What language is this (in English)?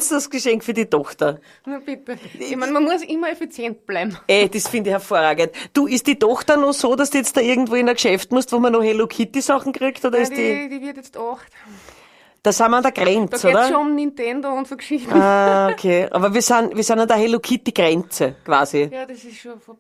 Bavarian